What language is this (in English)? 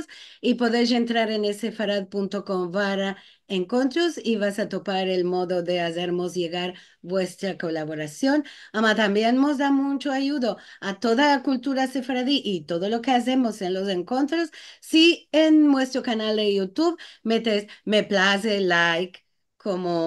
Ladino